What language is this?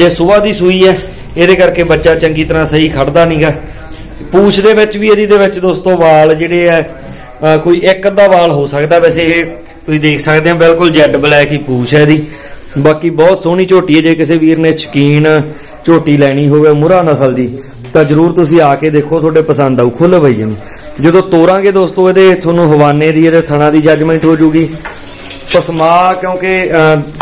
Punjabi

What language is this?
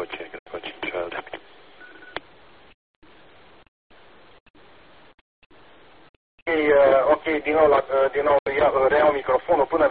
Romanian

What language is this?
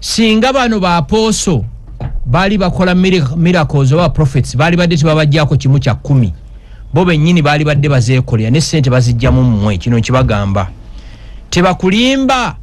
Ganda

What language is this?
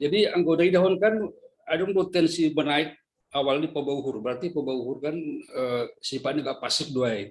Batak Simalungun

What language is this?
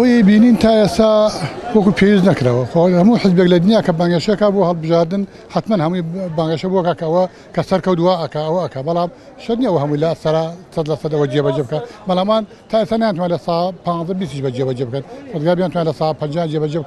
Central Kurdish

